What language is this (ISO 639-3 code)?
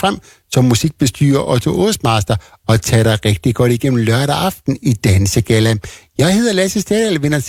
dan